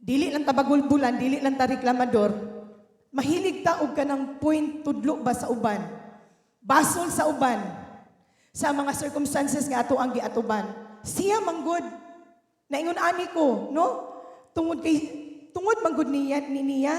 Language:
Cebuano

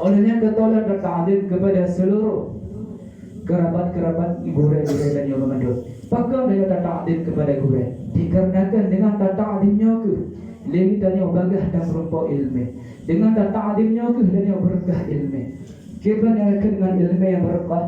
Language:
Achinese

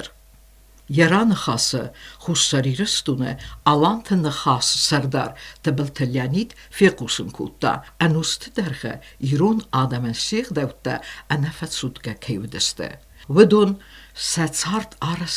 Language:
Ossetic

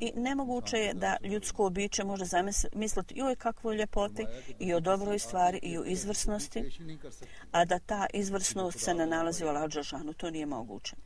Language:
Bosnian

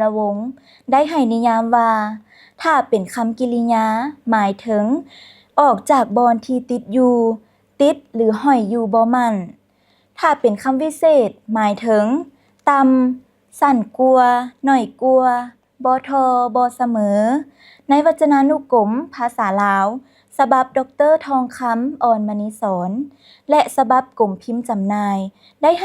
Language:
Lao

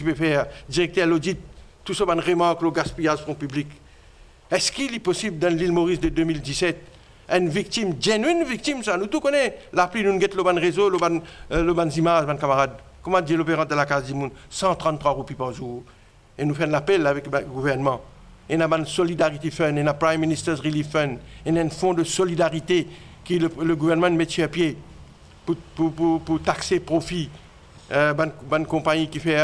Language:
Morisyen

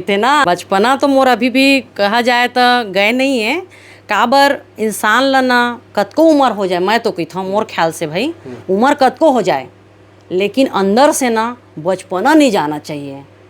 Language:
Chhattisgarhi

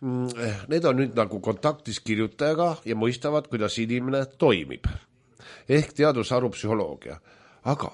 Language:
Estonian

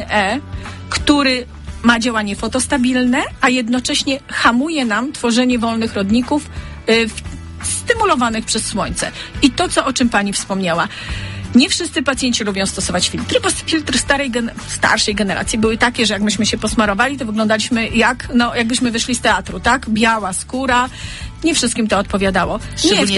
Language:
Polish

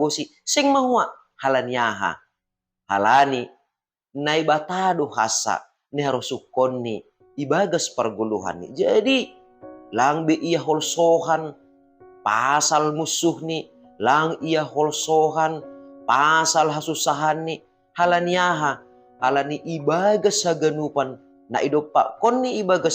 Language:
Batak Simalungun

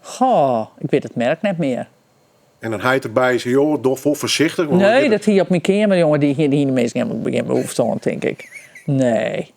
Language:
Western Frisian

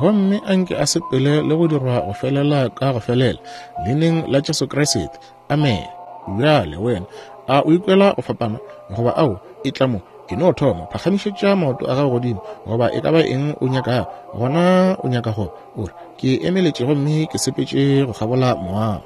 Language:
Northern Sotho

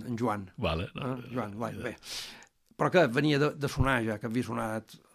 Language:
Catalan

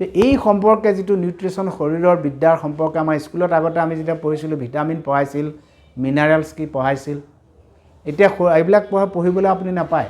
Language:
Assamese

